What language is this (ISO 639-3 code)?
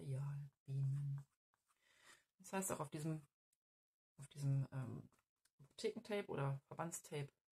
deu